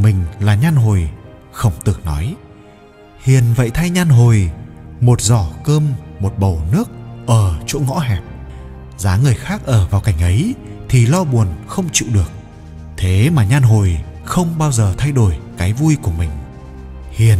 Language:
Vietnamese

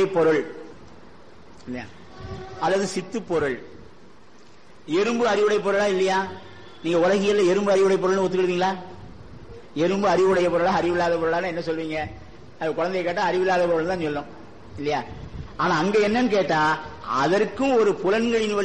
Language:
Tamil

